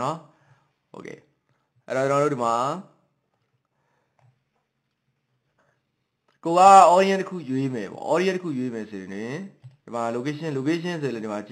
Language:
Burmese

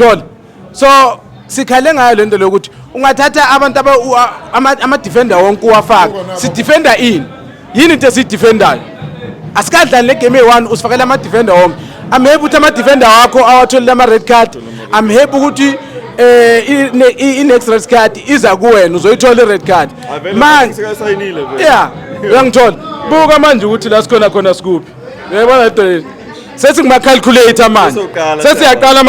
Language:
Zulu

